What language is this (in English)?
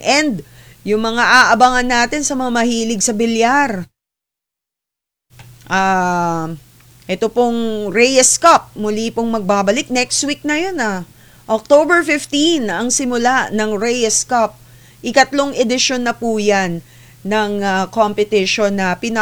Filipino